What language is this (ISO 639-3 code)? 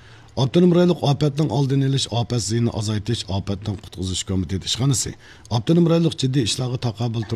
uig